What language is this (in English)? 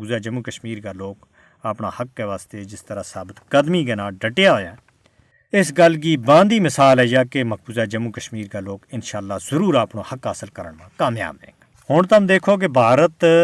Gujari